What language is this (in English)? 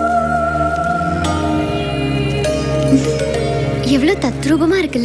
Tamil